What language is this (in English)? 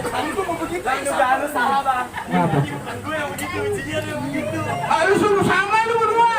Betawi